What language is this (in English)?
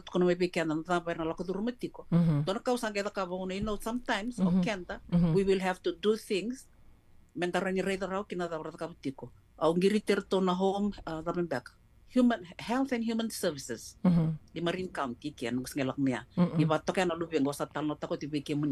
Fijian